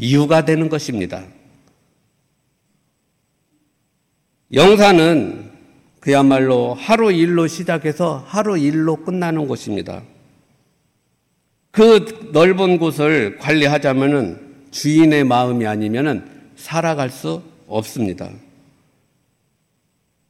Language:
Korean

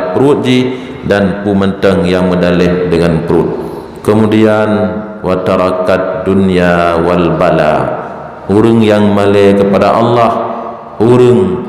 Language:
Achinese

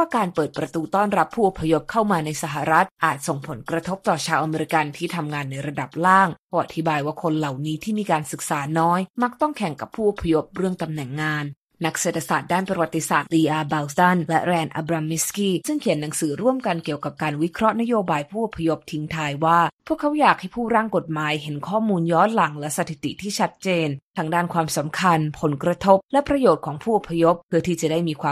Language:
Thai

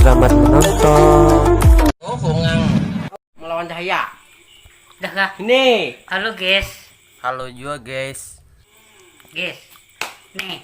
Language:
Banjar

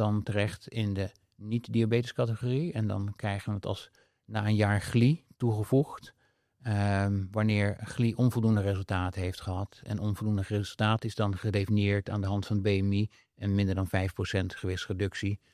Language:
Dutch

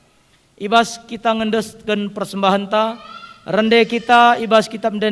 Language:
Batak Karo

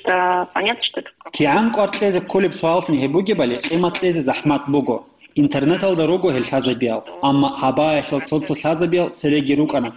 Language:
Avaric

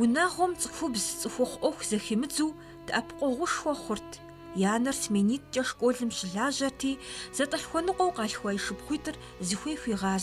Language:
Kabardian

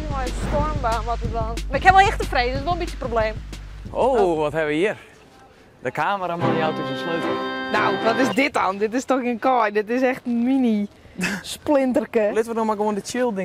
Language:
Western Frisian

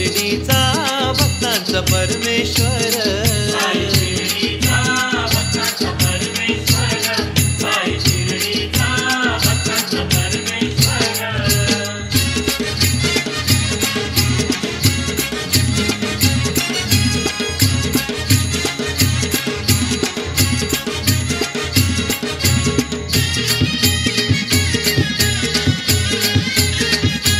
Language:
Marathi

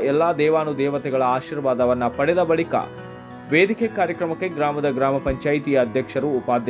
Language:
Kannada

